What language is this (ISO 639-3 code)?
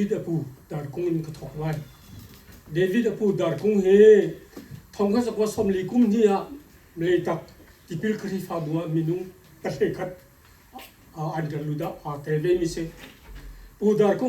cnh